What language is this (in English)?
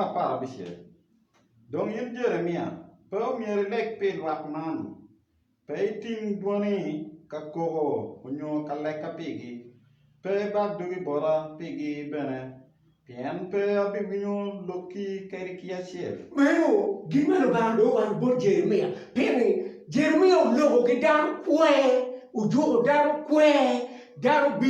Acoli